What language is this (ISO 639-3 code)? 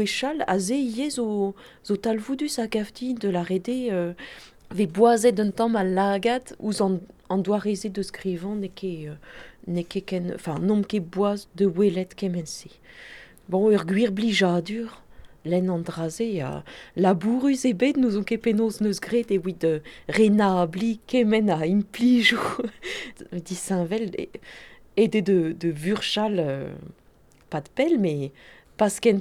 bre